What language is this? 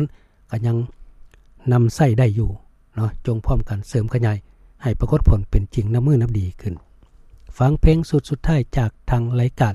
Lao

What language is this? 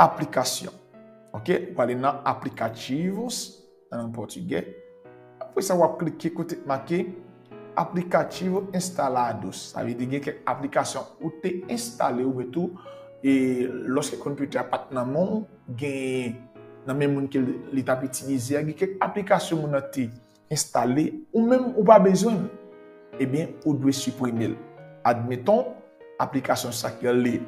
Haitian Creole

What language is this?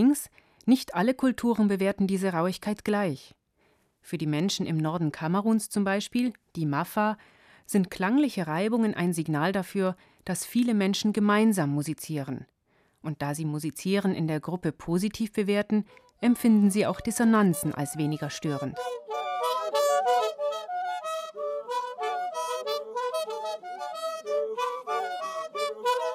German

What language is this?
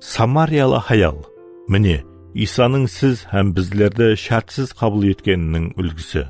Kara-Kalpak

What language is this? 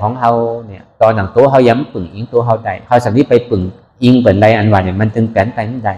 Shan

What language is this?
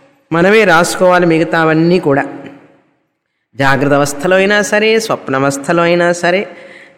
Telugu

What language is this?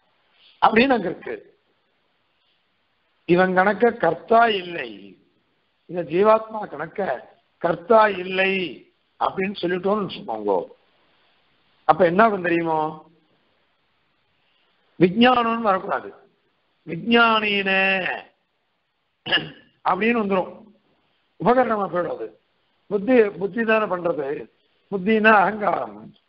Tamil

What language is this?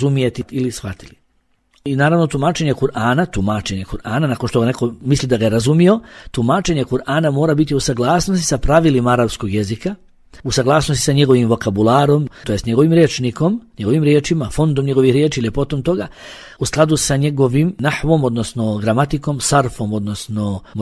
Bosnian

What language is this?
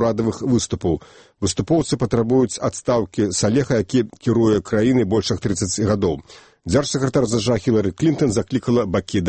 Belarusian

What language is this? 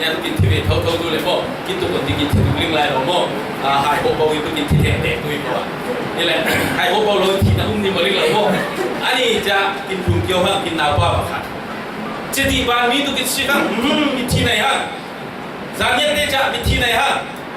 Falam Chin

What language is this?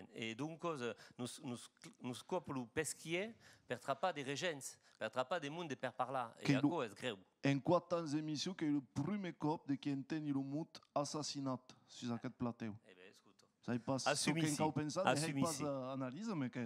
Occitan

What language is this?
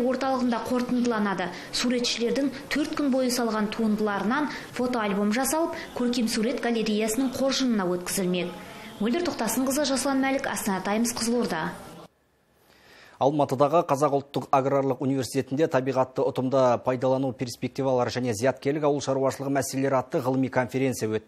Kazakh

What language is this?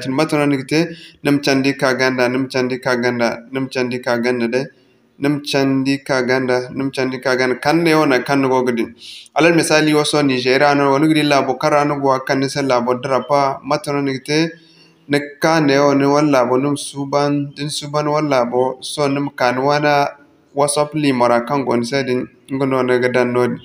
Zarma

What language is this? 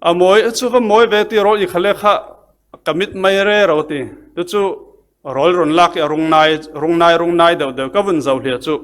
Falam Chin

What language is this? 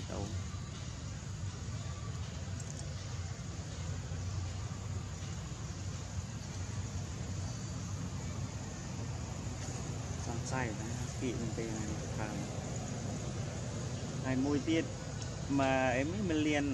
Vietnamese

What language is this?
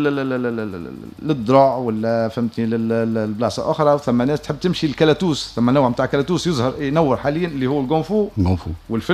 Tunisian Arabic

